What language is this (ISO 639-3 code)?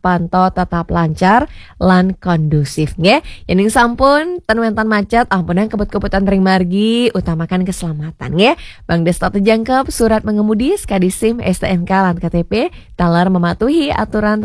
ban